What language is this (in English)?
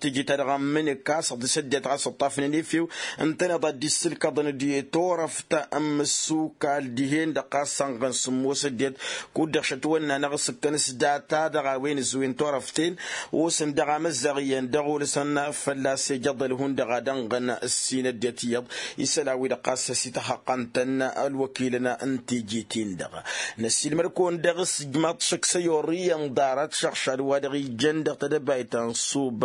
Tamasheq